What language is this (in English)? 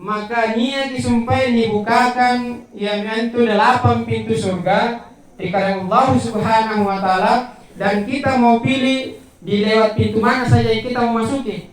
Makasar